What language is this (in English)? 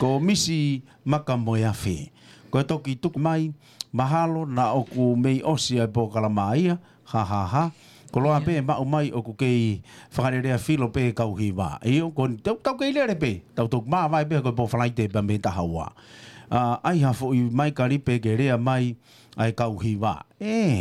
Tongan